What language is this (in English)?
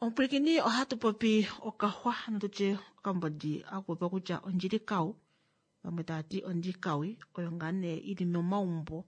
Kuanyama